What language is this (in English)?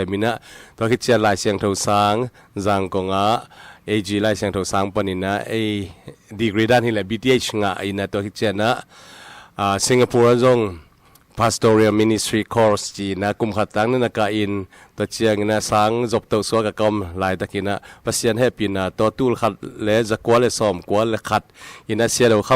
Tedim Chin